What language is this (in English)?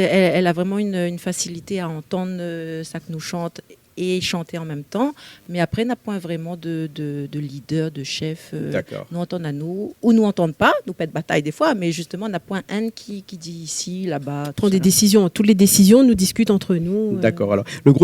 Réunion Creole French